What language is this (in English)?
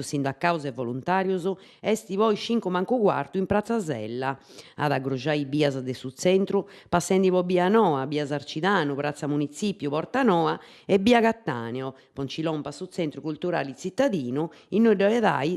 Sardinian